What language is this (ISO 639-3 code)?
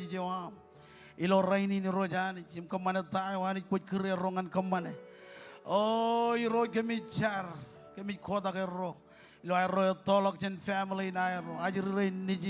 mah